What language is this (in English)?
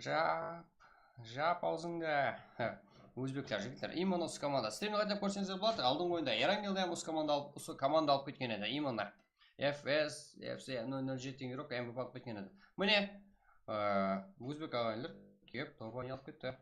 Kara-Kalpak